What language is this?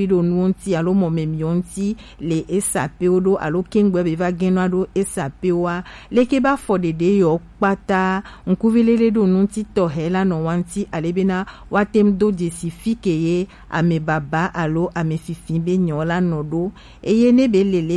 Gen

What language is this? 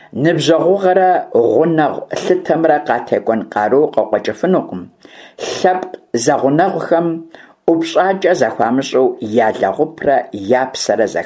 Kabardian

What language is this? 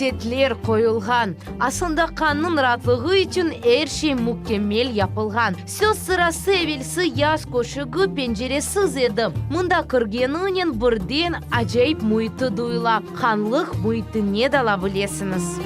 Crimean Tatar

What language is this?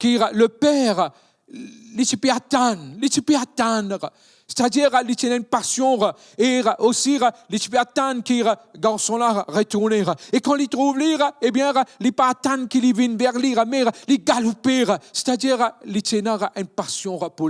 Morisyen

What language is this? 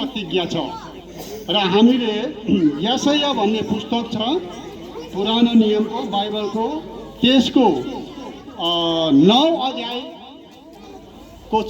Nepali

